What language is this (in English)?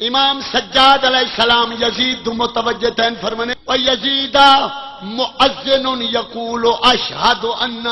Saraiki